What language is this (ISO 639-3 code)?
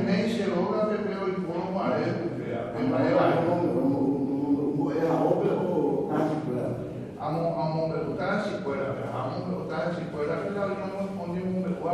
grn